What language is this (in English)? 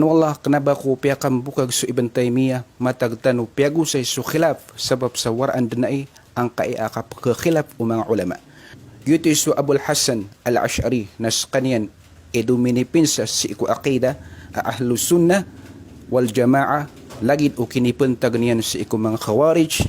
Maranao